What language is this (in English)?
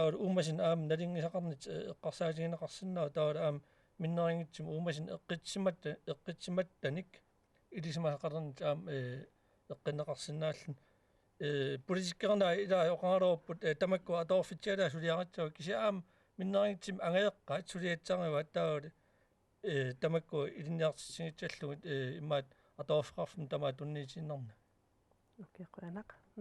Kalaallisut